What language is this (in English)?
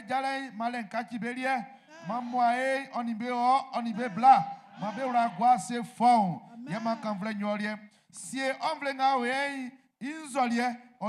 Baoulé